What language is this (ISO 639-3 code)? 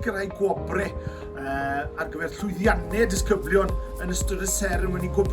cym